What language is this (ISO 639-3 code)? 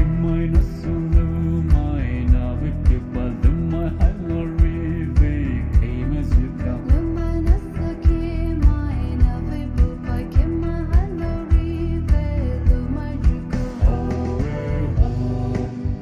pmx